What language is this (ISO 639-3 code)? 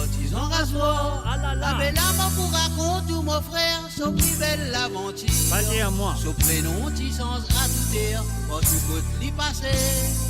mfe